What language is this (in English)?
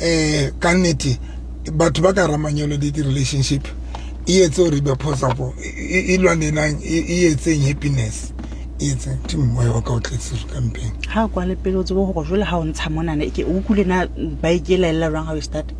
Southern Sotho